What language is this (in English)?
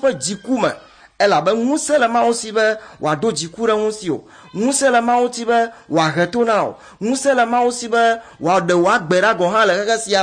Ewe